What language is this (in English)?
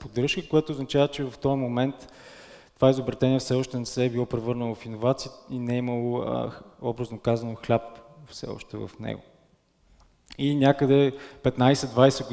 Bulgarian